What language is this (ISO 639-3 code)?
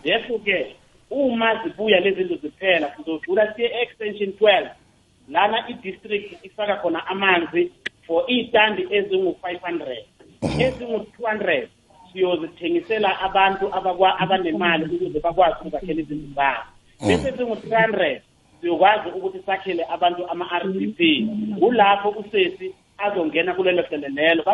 nbl